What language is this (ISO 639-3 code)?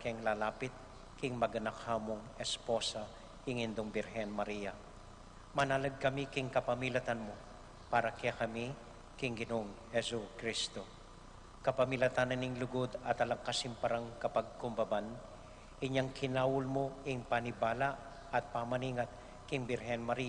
pam